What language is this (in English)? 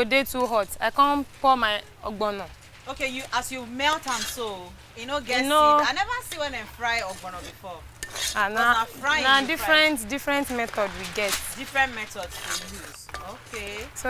Nigerian Pidgin